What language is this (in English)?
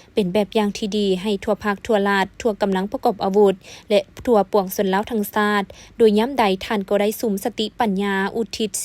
Lao